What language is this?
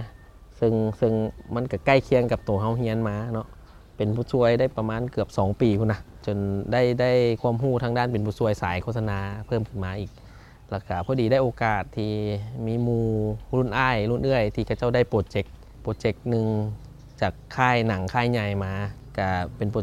Lao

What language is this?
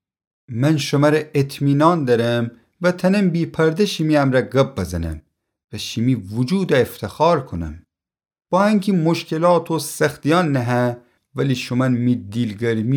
Gilaki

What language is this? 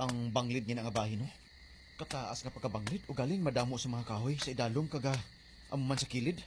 Hiligaynon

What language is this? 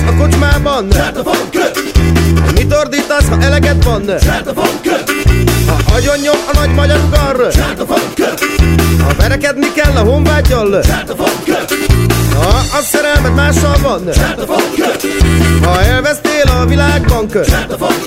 Hungarian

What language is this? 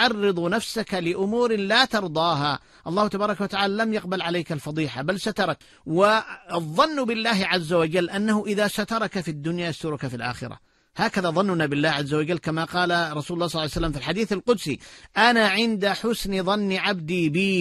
Arabic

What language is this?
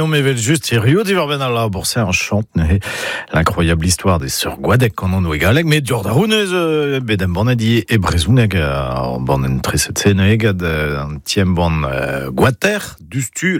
Breton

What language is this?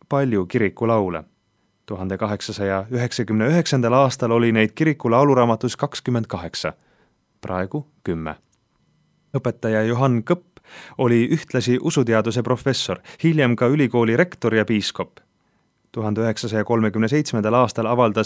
Estonian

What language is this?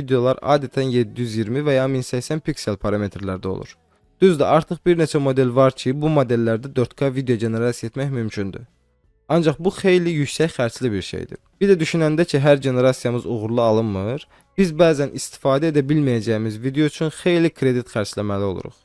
Azerbaijani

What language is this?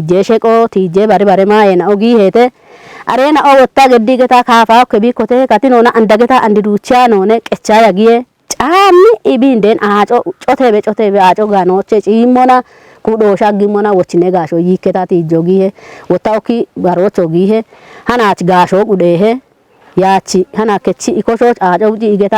Kafa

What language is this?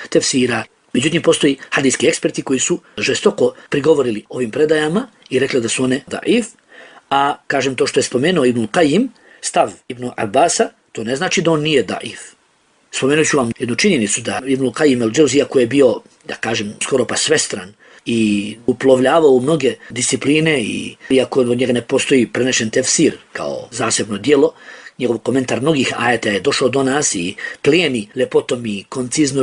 Bosnian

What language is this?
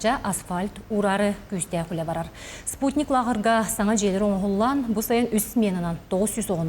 Yakut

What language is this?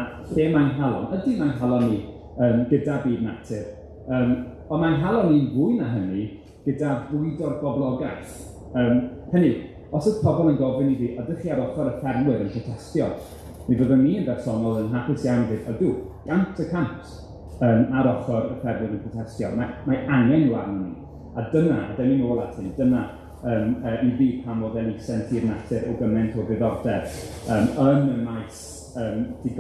Welsh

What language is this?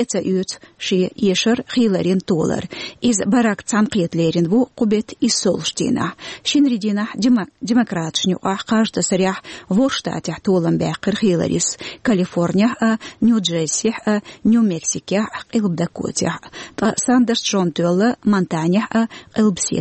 Chechen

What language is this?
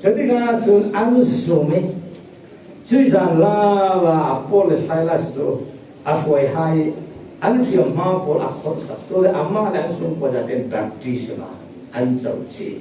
Falam Chin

